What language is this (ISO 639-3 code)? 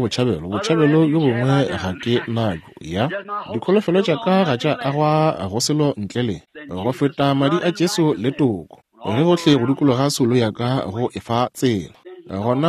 nso